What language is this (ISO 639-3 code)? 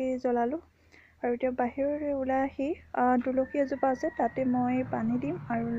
asm